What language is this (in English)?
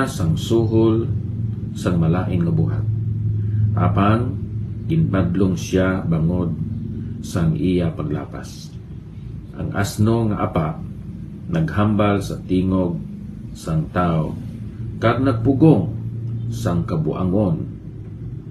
Hiligaynon